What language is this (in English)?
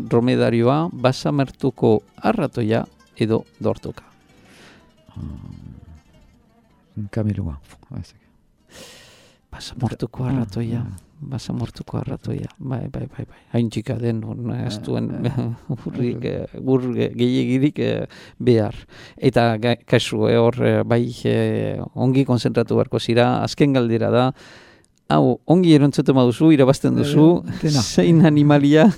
Basque